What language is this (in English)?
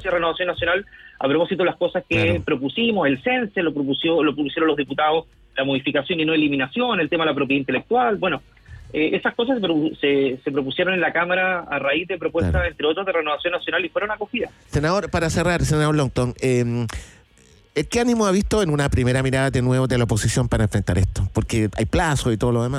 Spanish